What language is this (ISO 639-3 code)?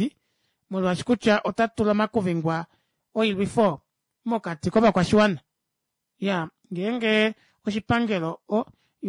kua